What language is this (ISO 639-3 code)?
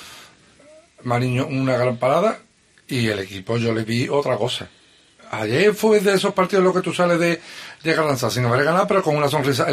spa